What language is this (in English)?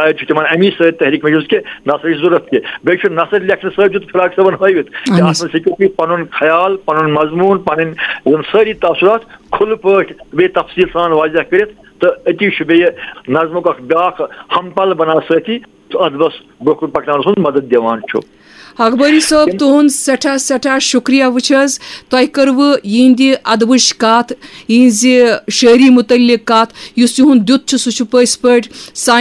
Kashmiri